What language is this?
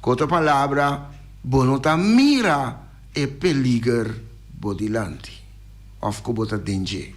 Papiamento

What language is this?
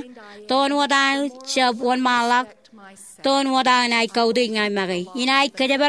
Marshallese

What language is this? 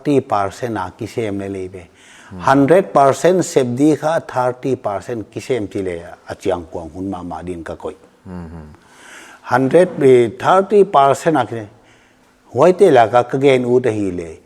Paite Chin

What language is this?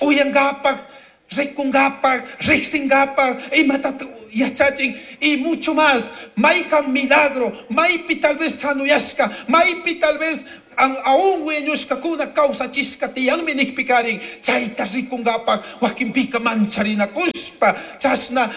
Chimborazo Highland Quichua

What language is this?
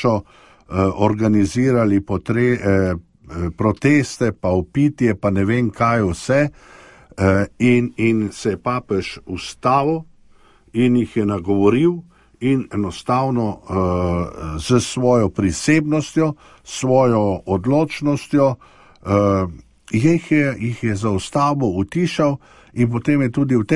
Slovenian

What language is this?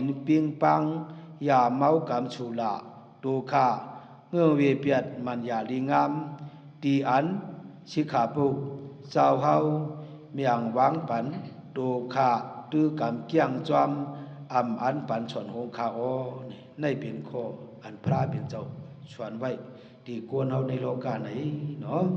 Shan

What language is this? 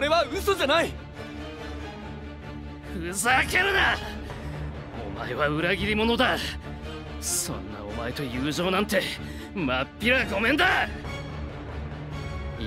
Japanese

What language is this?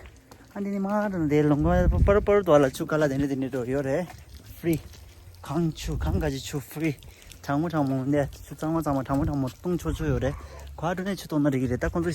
Tibetan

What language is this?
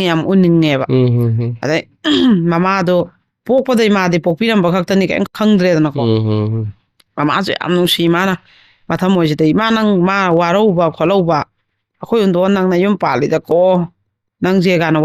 Manipuri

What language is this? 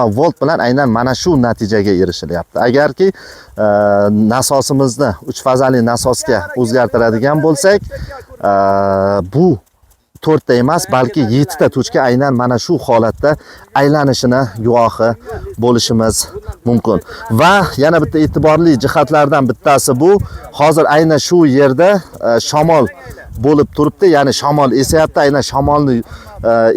Uzbek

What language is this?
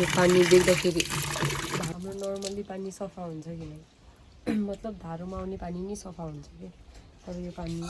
Nepali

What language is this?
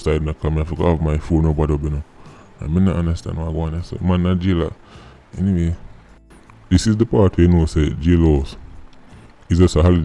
Jamaican Creole English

